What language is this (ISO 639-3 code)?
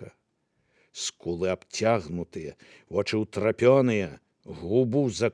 bel